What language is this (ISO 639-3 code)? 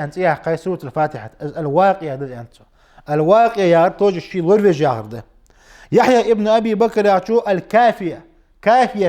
inh